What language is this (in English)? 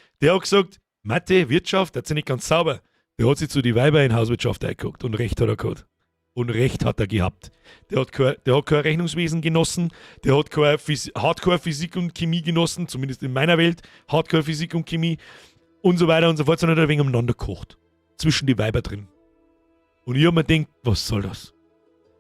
Bavarian